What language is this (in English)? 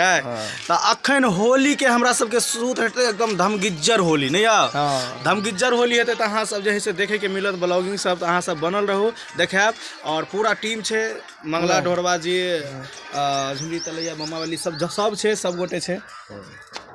Maithili